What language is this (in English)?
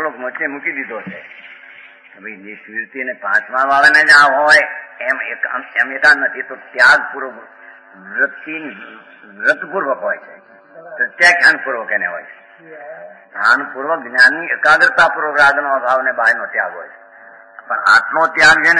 Gujarati